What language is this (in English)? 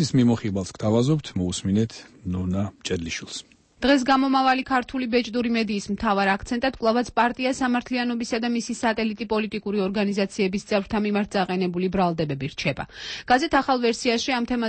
Georgian